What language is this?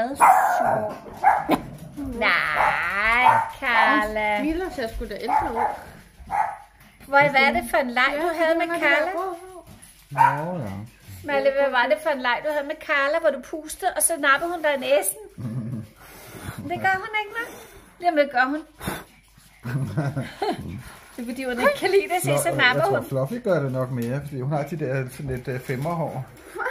Danish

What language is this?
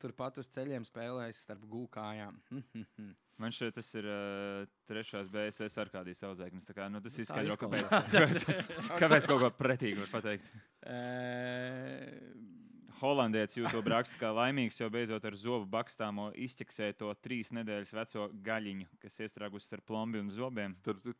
Latvian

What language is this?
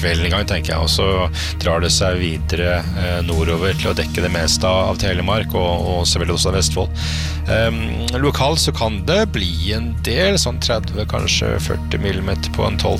Norwegian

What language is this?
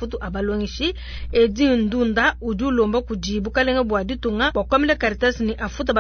Luba-Lulua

